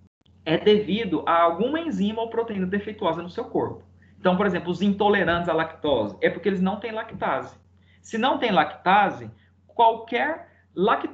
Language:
Portuguese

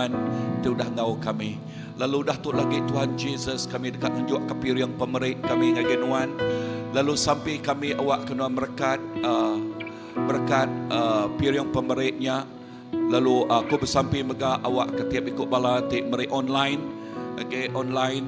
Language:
Iban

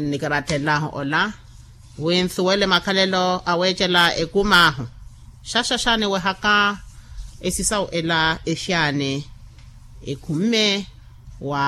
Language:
Makhuwa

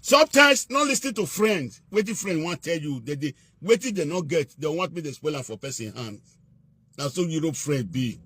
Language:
Nigerian Pidgin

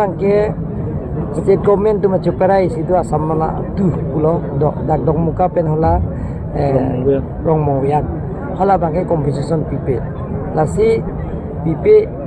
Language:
Karbi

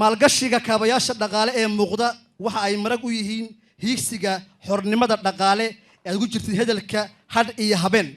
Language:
Somali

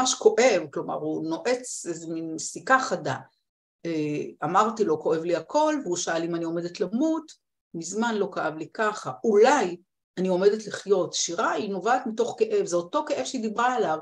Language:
Hebrew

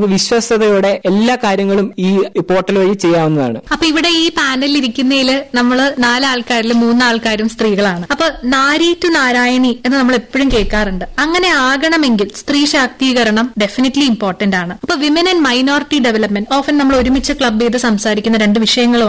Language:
Malayalam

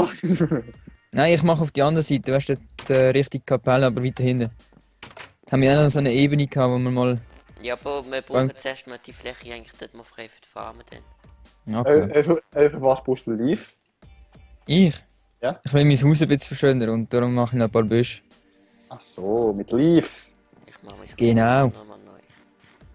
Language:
Swiss German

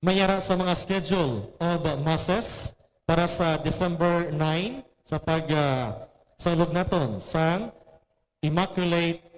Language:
Hiligaynon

